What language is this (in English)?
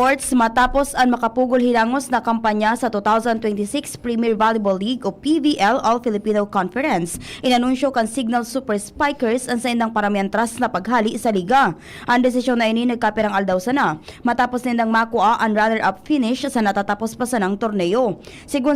Bikol